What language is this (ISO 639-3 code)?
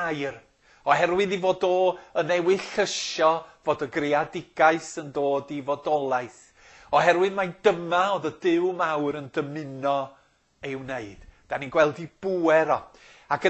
cym